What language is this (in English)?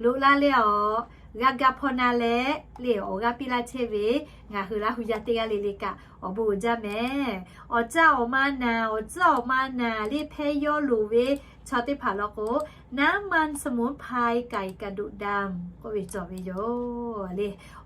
Lahu